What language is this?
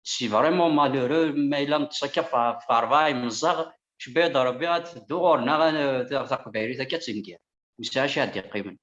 Kabyle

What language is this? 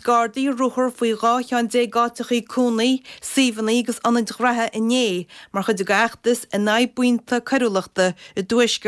Irish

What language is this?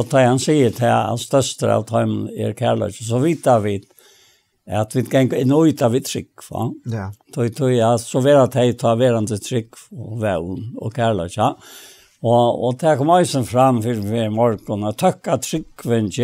Faroese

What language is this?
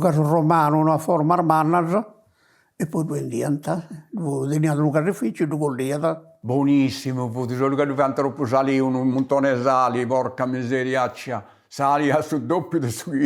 Sardinian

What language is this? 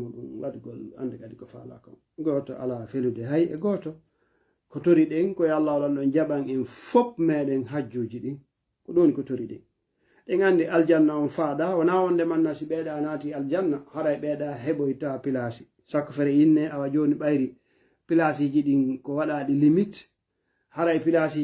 Fula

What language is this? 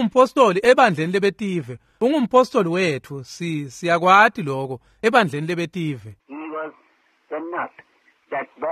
Swati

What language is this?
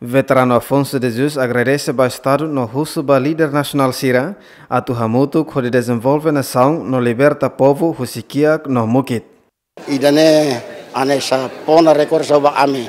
Tetum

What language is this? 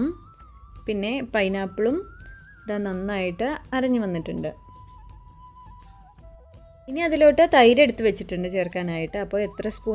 Malayalam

